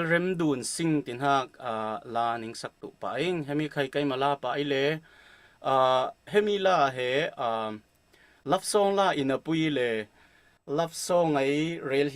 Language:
Falam Chin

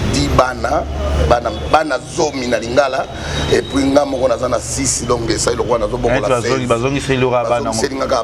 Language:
Lingala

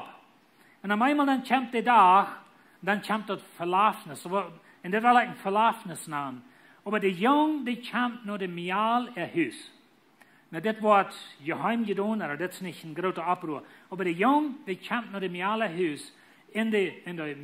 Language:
Plautdietsch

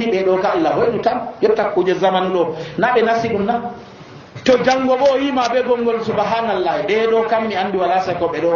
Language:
Nigerian Fulfulde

